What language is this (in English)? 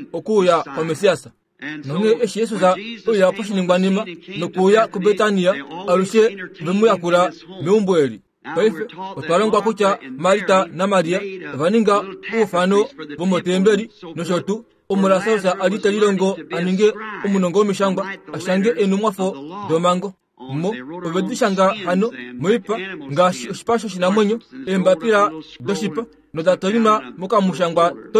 Kuanyama